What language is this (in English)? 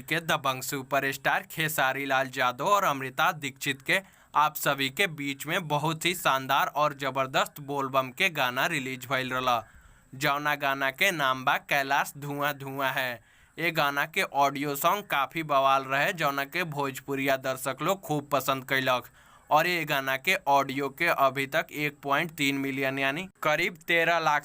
Bhojpuri